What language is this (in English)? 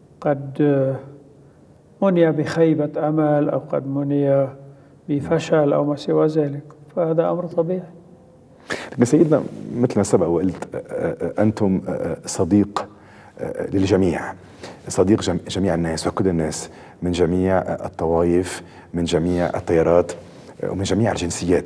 Arabic